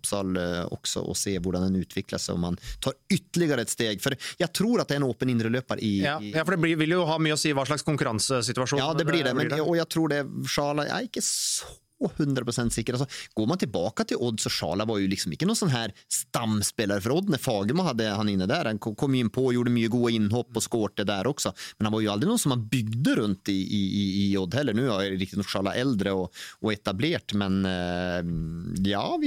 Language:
Norwegian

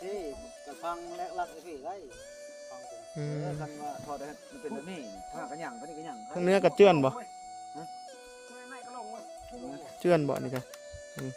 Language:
Northeastern Thai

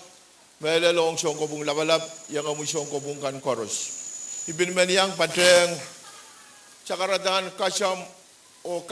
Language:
Pohnpeian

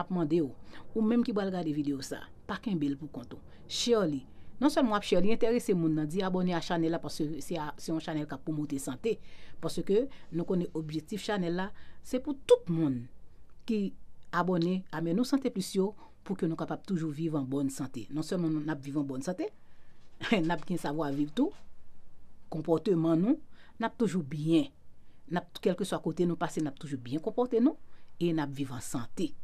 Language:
Haitian Creole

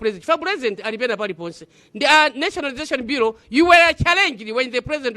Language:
Nyanja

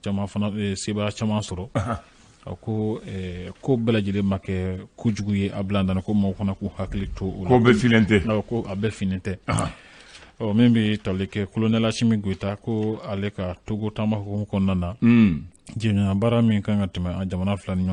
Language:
Bambara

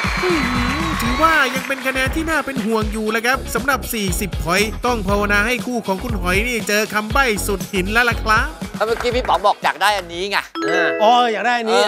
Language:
Thai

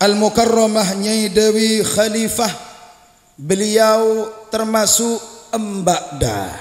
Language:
Madurese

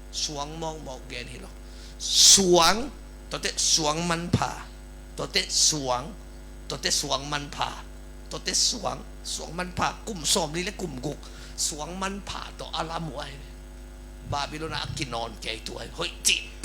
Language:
Tedim Chin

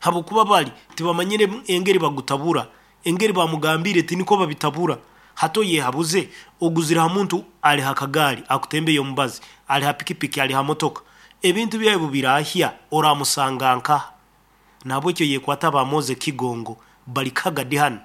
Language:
Nyankole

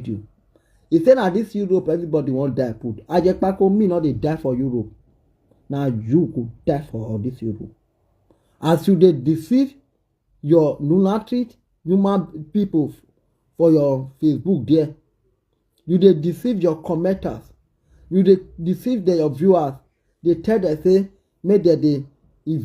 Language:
Nigerian Pidgin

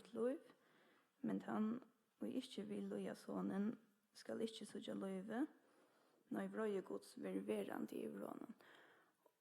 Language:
Faroese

